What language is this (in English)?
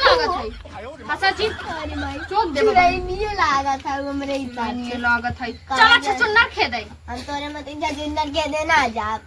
Awadhi